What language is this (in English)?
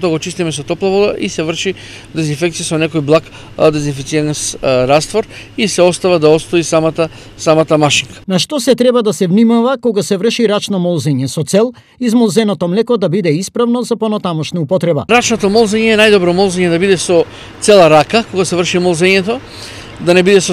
Macedonian